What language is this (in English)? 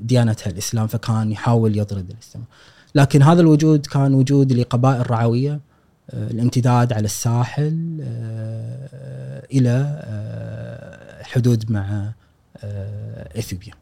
Gulf Arabic